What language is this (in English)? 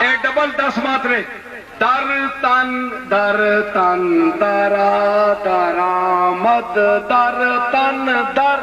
Saraiki